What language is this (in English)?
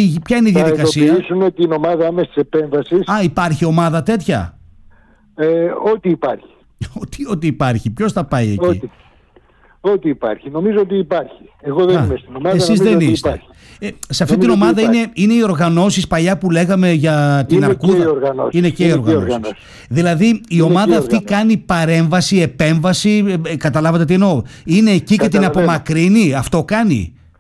Greek